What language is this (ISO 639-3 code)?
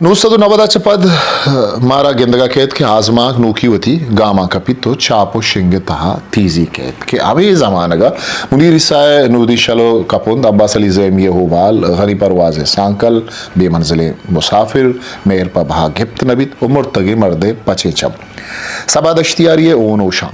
bgp